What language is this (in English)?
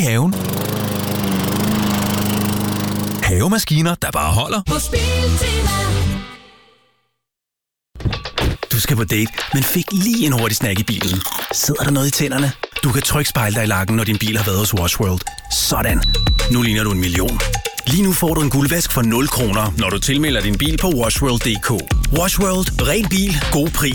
Danish